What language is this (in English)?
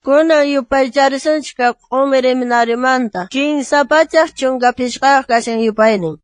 South Bolivian Quechua